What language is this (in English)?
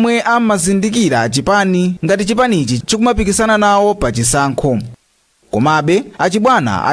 Nyanja